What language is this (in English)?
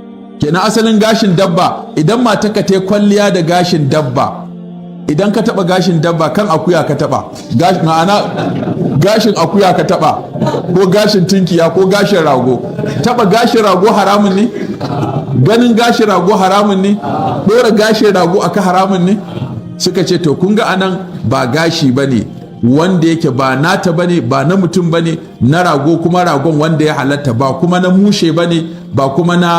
Hausa